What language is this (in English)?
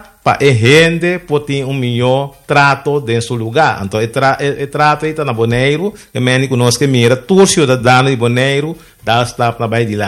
Papiamento